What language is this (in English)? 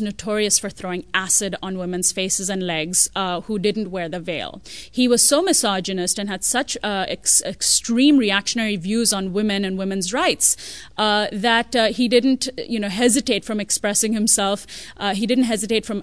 English